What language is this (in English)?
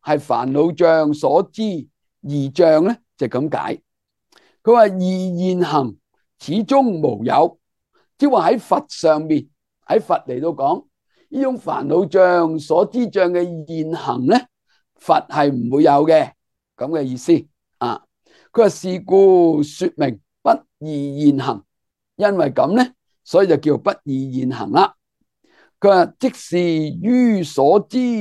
Cantonese